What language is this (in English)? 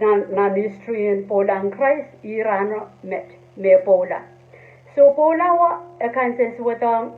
Pohnpeian